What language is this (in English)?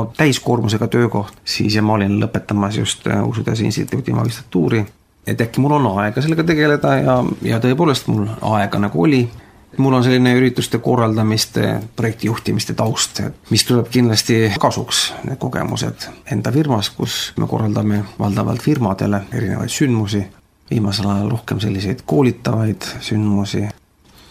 Estonian